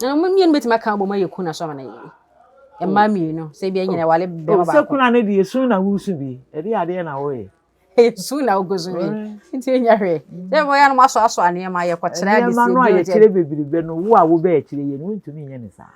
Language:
Akan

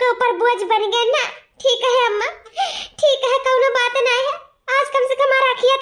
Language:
Awadhi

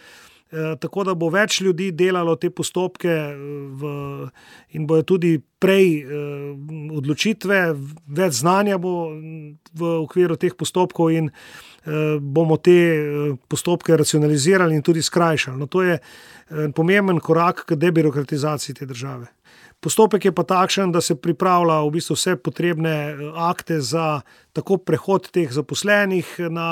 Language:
Slovenian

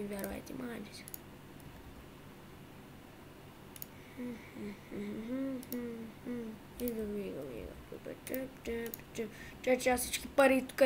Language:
Bulgarian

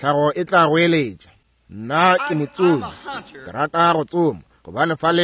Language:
Northern Sotho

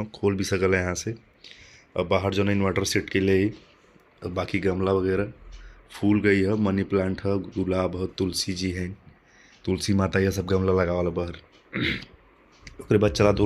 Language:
Bhojpuri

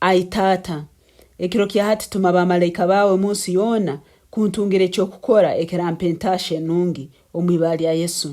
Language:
Nyankole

